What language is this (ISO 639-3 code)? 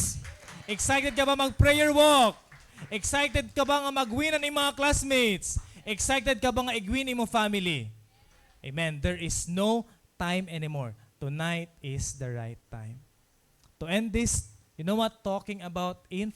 war